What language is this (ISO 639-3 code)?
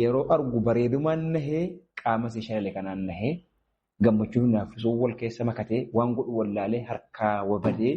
orm